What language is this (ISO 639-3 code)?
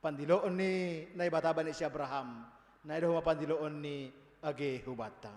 bts